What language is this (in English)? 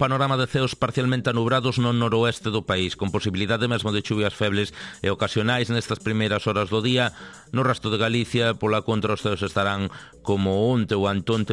Galician